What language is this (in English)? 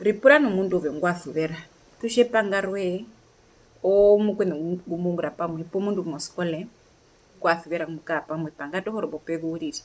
Herero